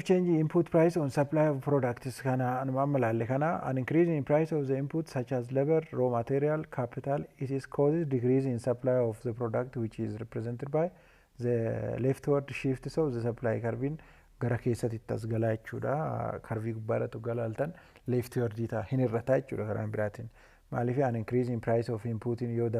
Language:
Oromo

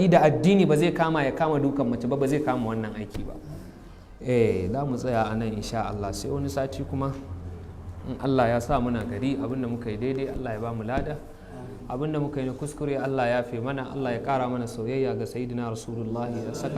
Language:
Hausa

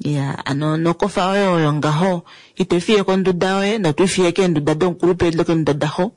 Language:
Kuanyama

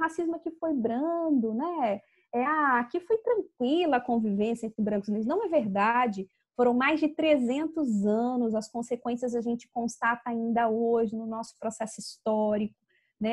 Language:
Portuguese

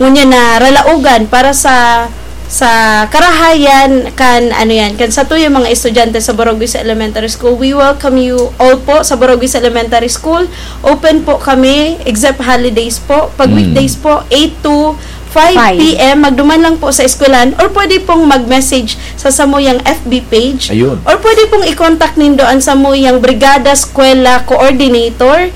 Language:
Bikol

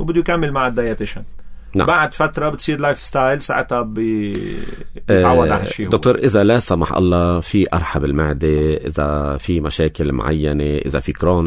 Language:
North Levantine Arabic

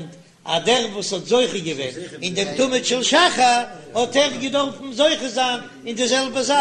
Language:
Yiddish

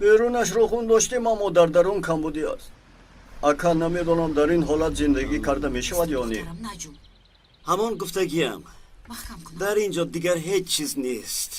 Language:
Tajik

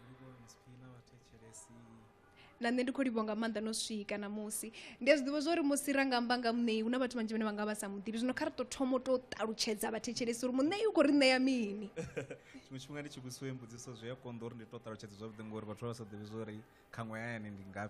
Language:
Venda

